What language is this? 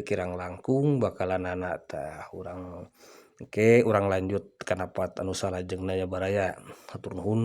Sundanese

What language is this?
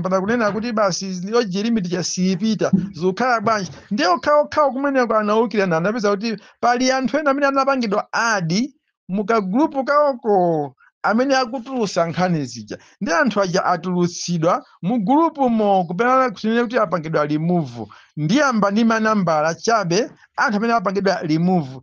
Nyanja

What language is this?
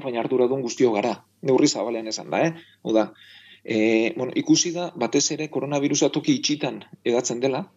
Basque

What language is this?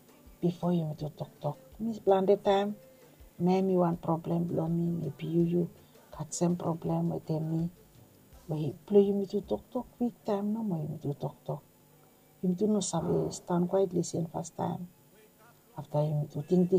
Bislama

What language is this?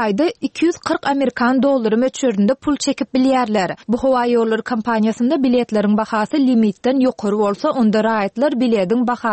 Turkmen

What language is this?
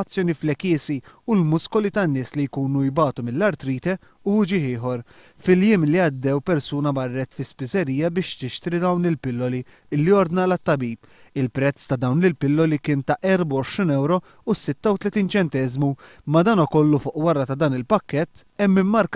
Maltese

